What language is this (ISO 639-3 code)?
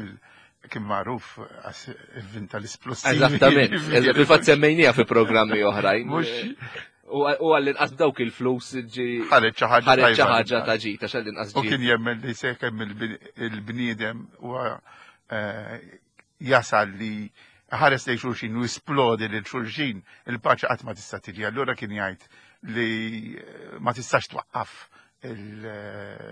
mlt